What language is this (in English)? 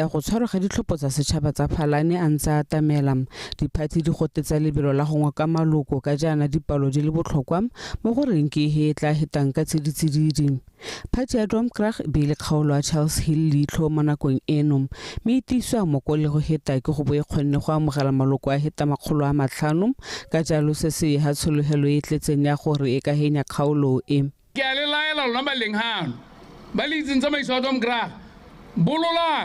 Tswana